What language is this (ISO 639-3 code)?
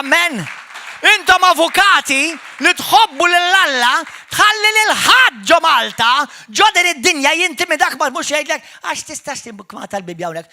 mlt